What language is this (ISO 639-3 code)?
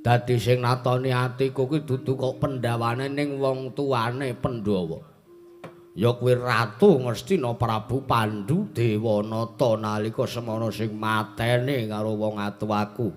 jav